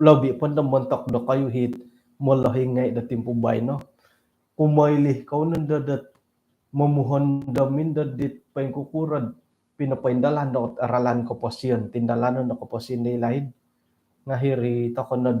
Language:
Central Dusun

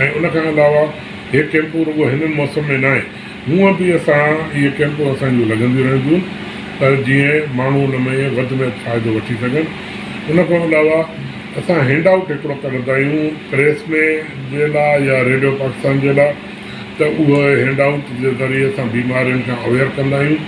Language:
Sindhi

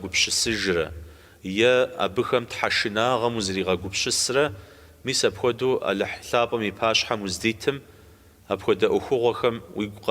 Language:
Kabardian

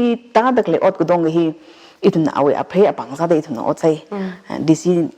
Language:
Tangkhul Naga (India)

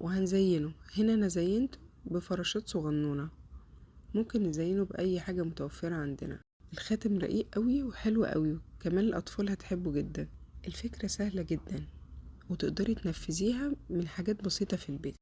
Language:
Egyptian Arabic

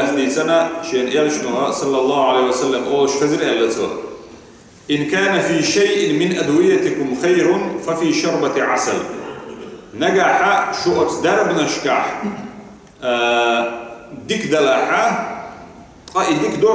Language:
Chechen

